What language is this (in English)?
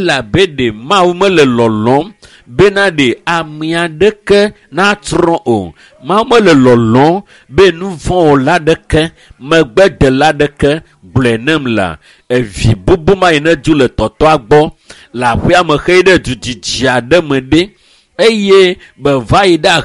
Ewe